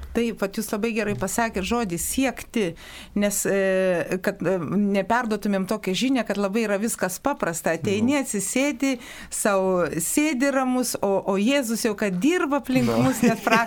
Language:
Lithuanian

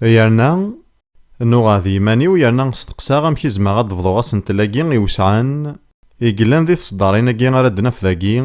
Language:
Kabyle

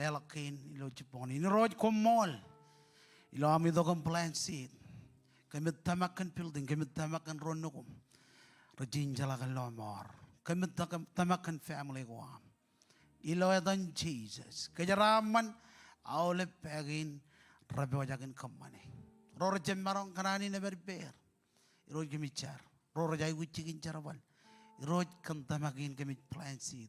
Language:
Marshallese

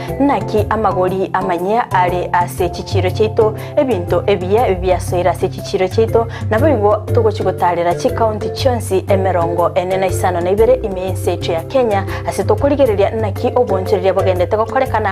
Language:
Gusii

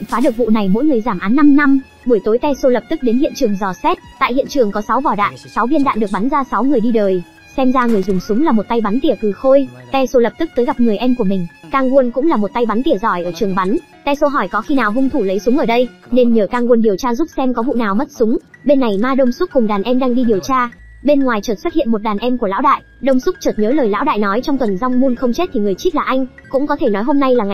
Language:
Vietnamese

